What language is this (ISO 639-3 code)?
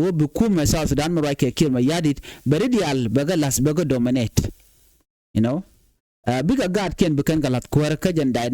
nus